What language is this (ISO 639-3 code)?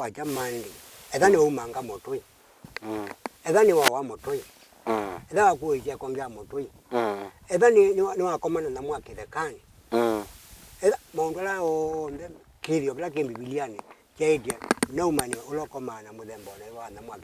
kam